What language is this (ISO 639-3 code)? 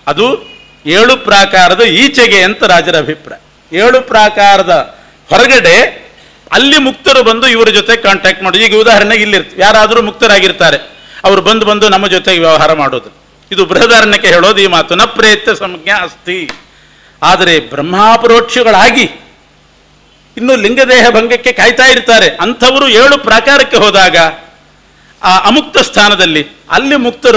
kan